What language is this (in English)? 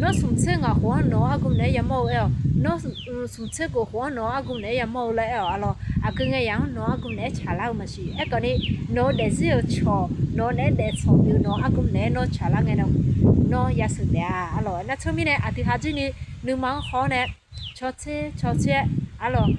Akha